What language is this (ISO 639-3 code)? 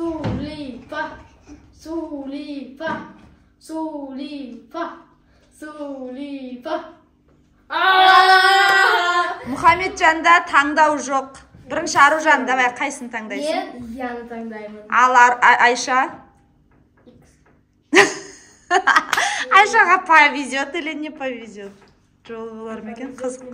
kaz